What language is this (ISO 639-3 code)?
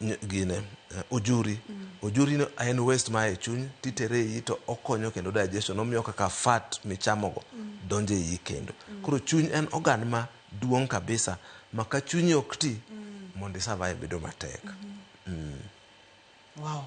luo